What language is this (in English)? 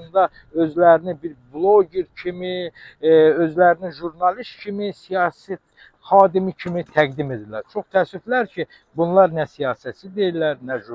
Azerbaijani